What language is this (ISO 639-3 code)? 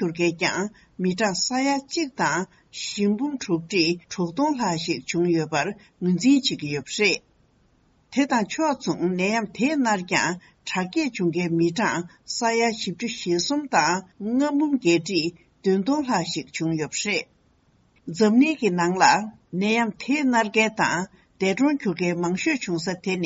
bod